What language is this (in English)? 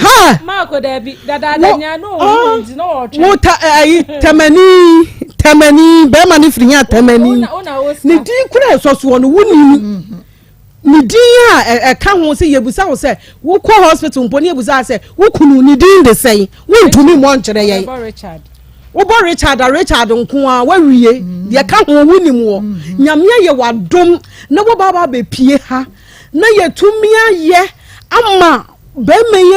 Akan